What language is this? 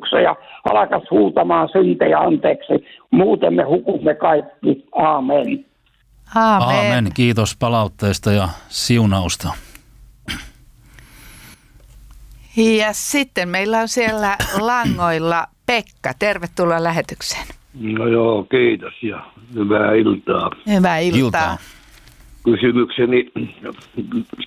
Finnish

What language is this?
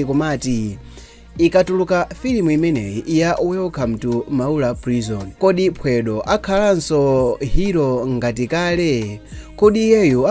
Nyanja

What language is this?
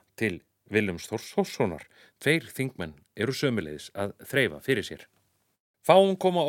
Icelandic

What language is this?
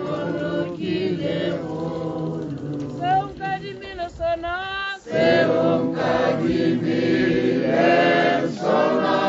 Tswana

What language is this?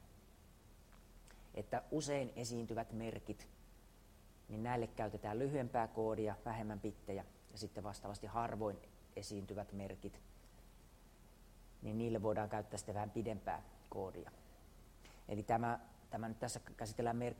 Finnish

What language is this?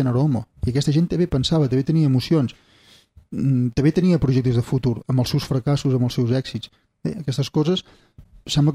Catalan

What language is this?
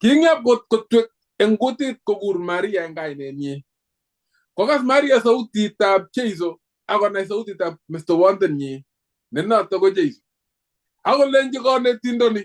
Kalenjin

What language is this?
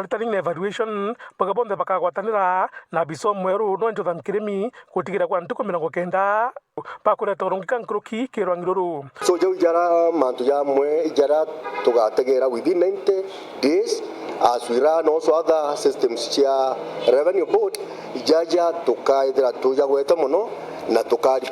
Meru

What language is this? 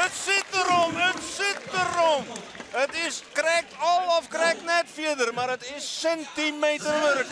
Western Frisian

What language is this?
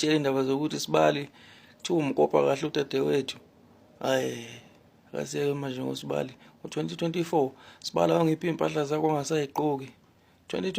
Zulu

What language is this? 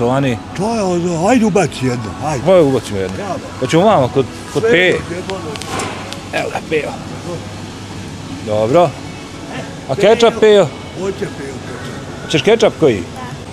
Bosnian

